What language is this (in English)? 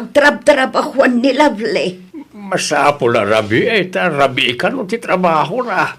Iloko